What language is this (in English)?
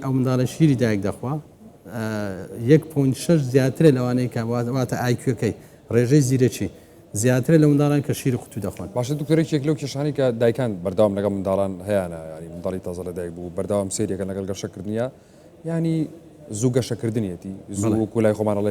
Central Kurdish